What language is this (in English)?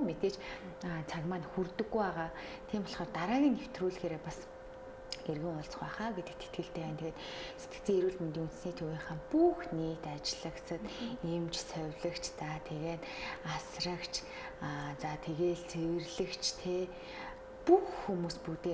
Mongolian